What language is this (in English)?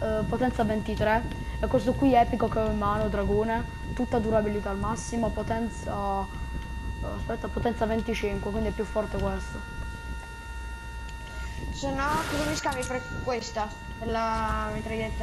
Italian